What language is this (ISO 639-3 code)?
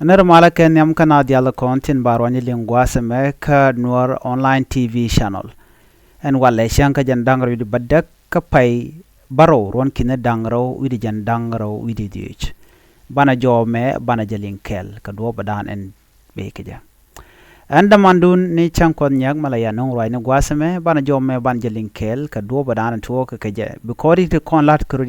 nus